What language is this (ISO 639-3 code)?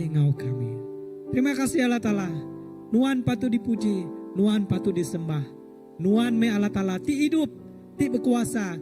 iba